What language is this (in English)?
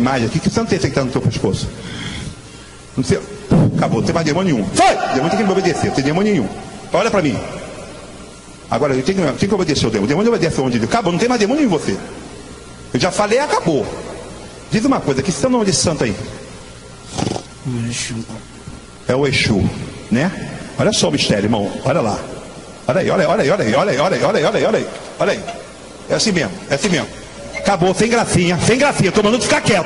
Portuguese